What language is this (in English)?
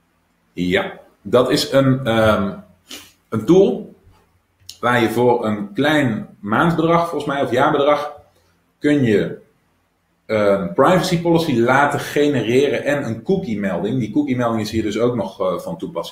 Dutch